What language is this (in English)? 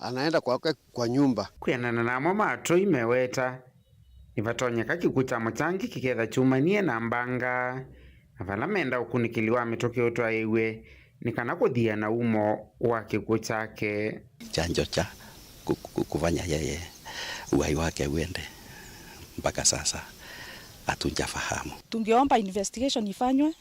Kamba